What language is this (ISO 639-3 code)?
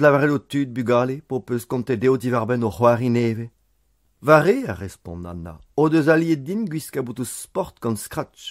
bre